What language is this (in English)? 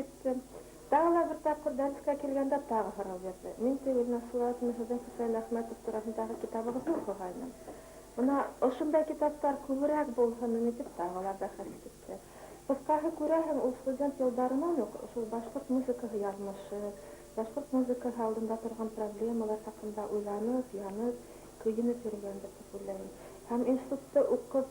Bashkir